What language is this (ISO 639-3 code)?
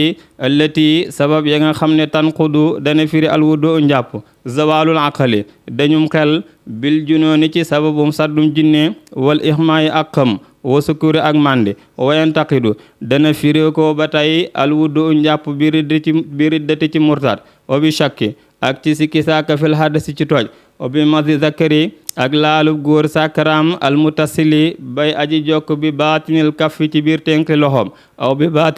wol